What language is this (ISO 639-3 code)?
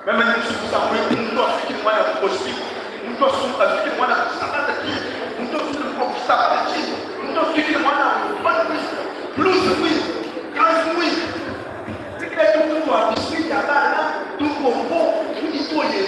lua